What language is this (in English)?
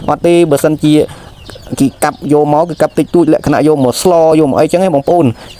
Khmer